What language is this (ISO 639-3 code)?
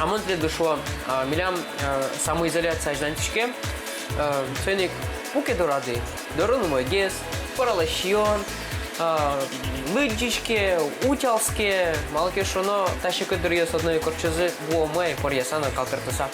udm